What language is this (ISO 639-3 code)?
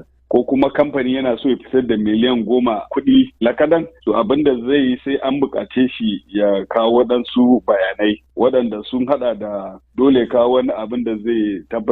hau